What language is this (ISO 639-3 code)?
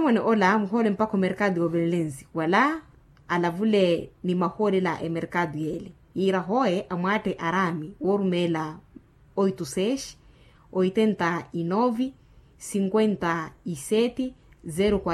vmw